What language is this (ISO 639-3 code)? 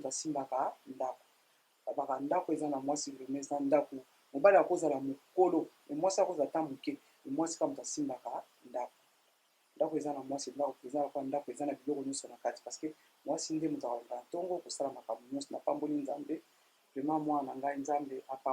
lin